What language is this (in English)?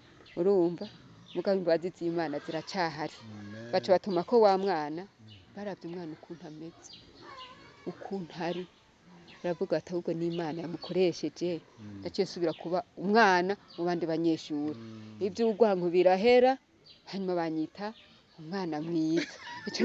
Rundi